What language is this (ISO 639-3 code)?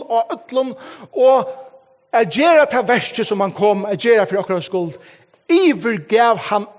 fao